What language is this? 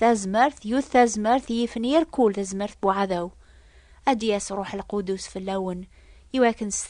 Kabyle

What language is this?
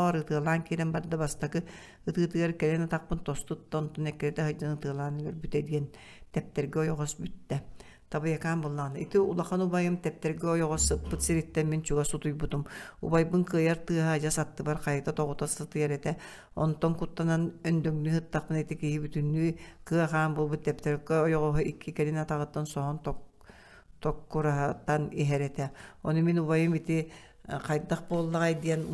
Yakut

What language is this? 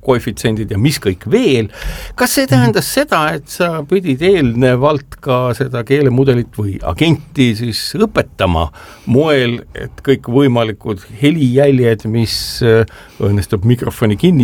Estonian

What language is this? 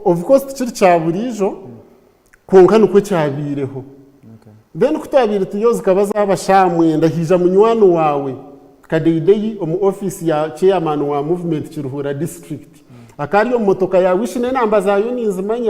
Nyankole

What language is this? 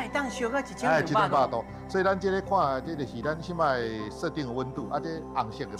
Min Nan Chinese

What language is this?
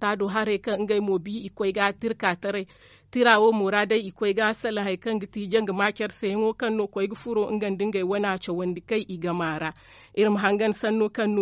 Zarma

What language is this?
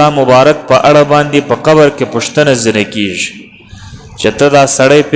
Pashto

